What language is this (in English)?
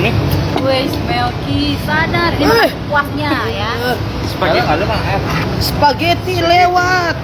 Manado Malay